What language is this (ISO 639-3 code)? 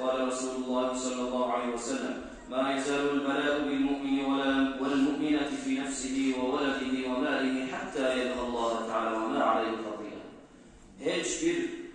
kum